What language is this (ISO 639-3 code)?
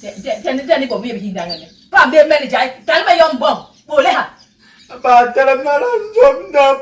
bas